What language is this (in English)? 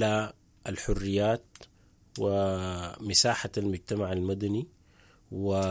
Sudanese Arabic